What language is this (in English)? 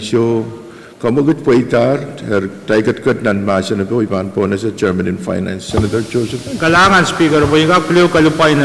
Pohnpeian